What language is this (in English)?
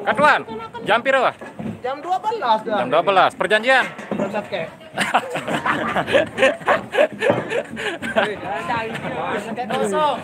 Sasak